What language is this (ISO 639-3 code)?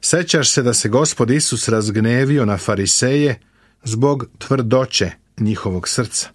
srp